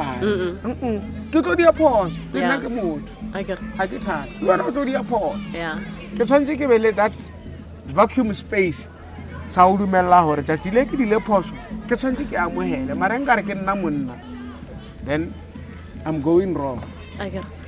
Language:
Northern Sotho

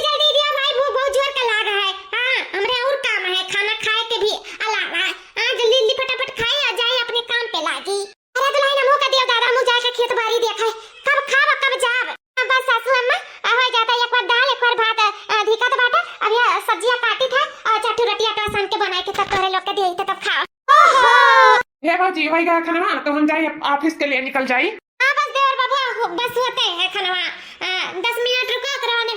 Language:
Awadhi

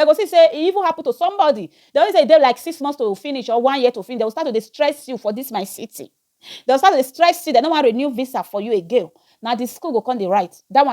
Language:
Nigerian Pidgin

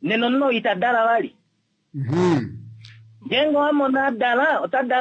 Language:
Kuanyama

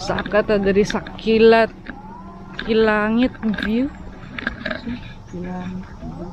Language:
Cebuano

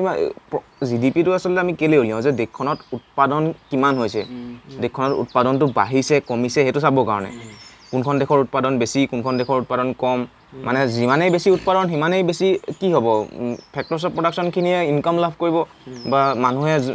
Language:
Assamese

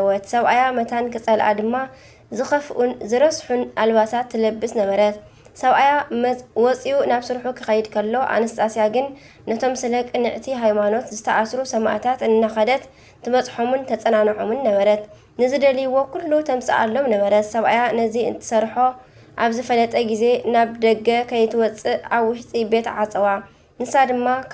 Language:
Tigrinya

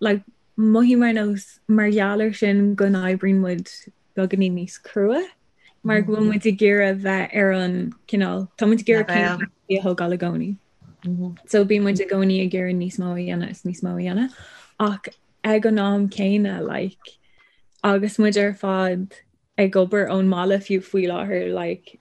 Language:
Irish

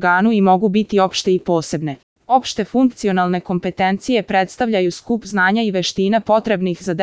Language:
Serbian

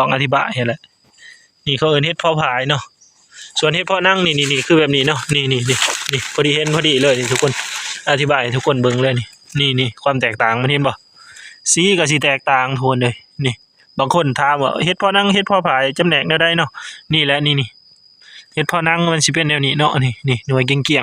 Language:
Northeastern Thai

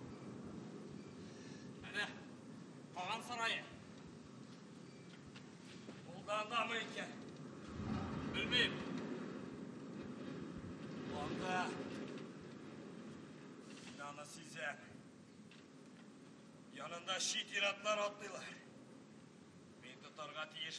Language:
Tatar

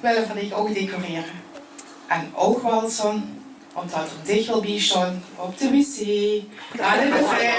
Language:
Limburgish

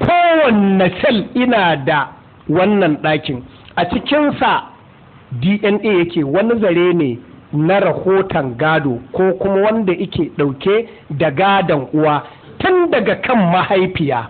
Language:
Hausa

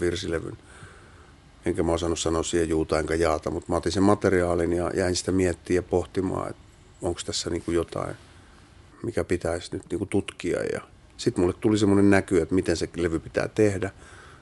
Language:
Finnish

